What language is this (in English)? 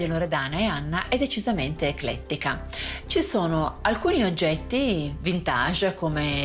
Italian